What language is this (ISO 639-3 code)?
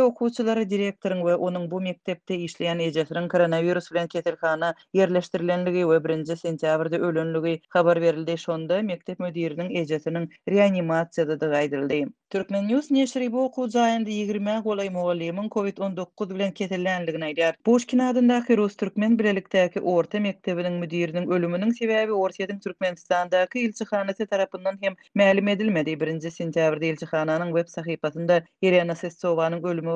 tuk